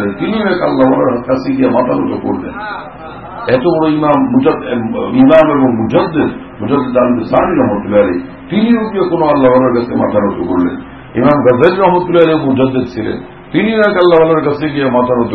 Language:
Bangla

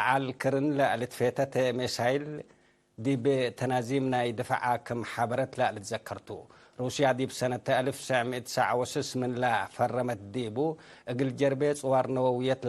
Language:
Tigre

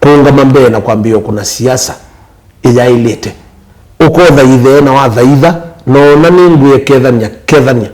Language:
Kamba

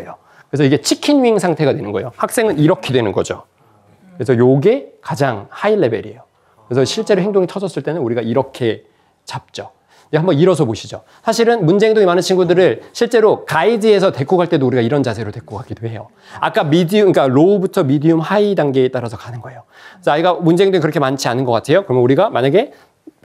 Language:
Korean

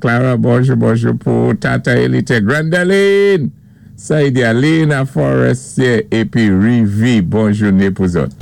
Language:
Saint Lucian Creole French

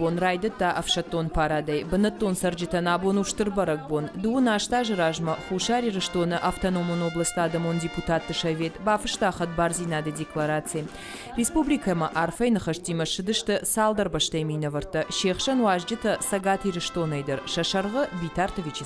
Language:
Ossetic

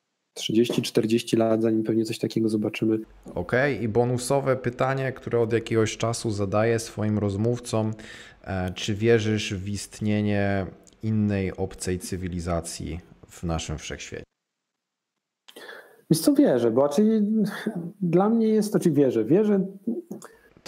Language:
Polish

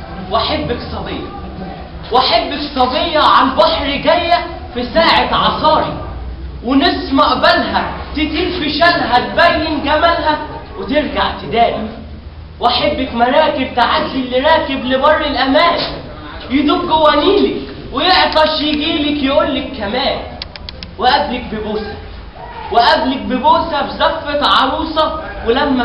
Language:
Egyptian Arabic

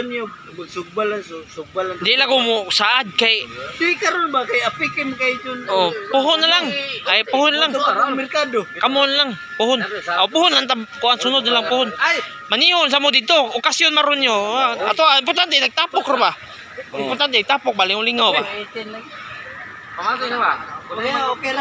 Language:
Cebuano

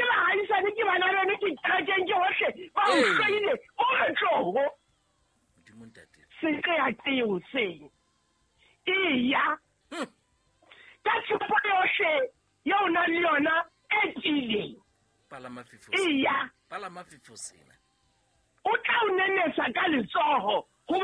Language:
Southern Sotho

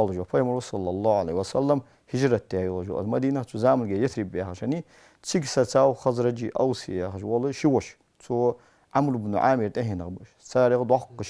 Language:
Ingush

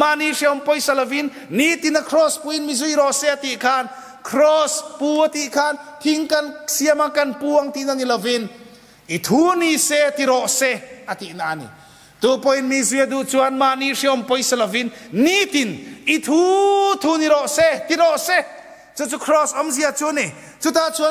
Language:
Mizo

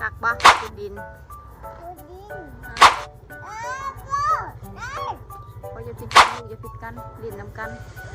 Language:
Lao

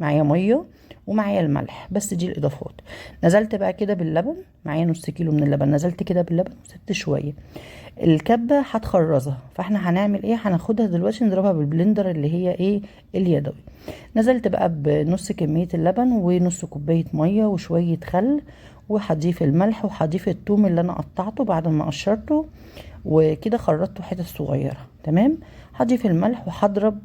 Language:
Egyptian Arabic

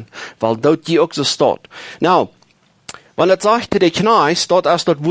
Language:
Plautdietsch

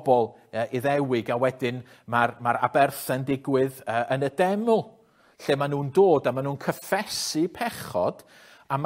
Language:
Welsh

